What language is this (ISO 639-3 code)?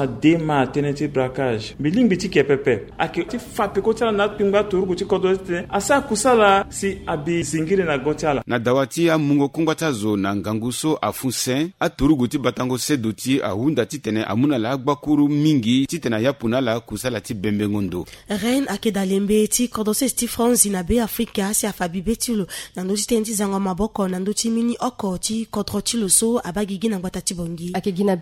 sag